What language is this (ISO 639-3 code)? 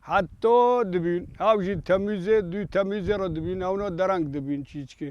kur